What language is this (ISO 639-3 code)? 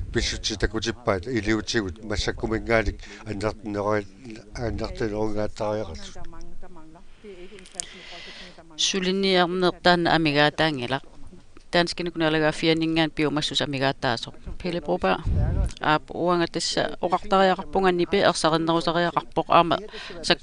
kal